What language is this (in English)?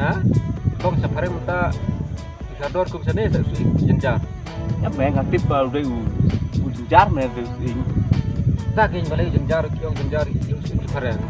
Khasi